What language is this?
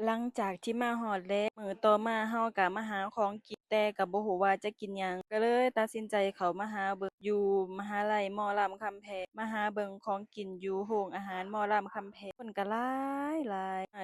Lao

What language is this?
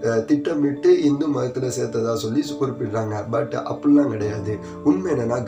Tamil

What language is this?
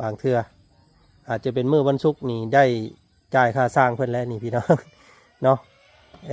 Lao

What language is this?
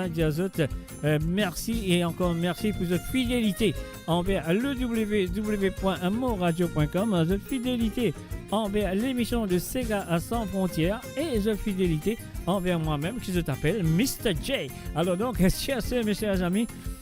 Morisyen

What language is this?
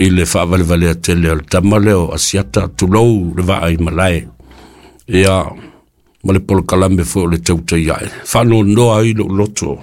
Samoan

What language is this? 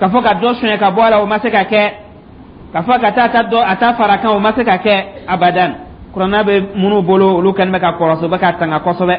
Dyula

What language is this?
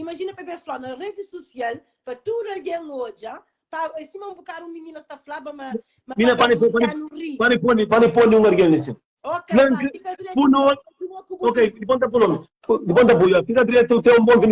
Kabuverdianu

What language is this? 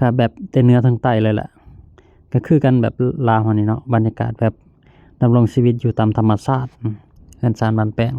Lao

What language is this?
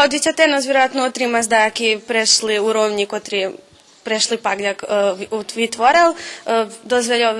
Rusyn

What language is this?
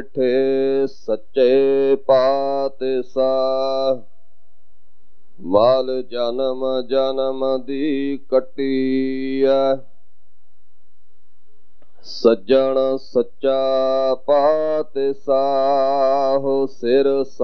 Punjabi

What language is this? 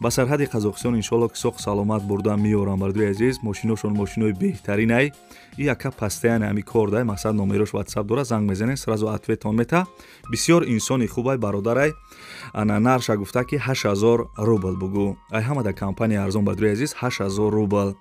Tajik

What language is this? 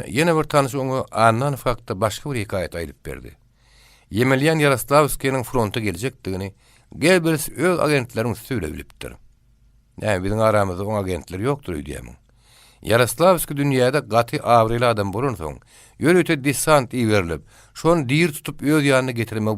Turkmen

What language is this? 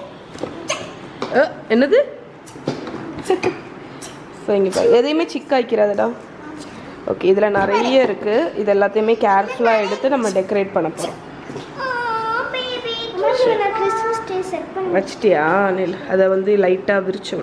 Tamil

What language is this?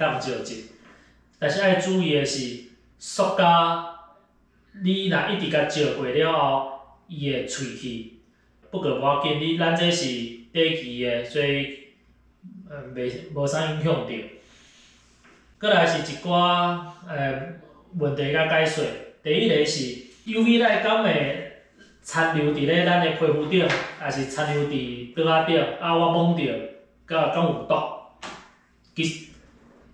Min Nan Chinese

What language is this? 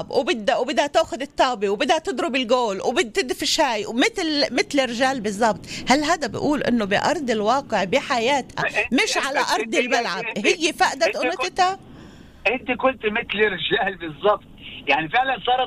North Levantine Arabic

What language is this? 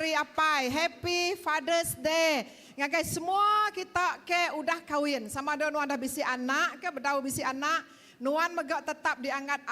Iban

